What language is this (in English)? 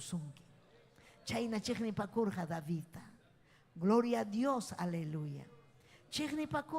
Ayacucho Quechua